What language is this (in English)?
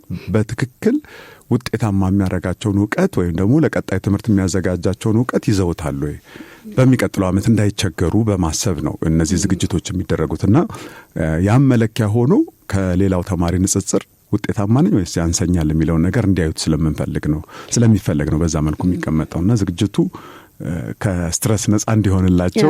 Amharic